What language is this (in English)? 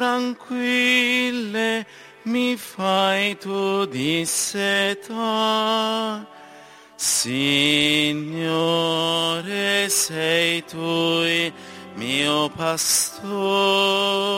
Italian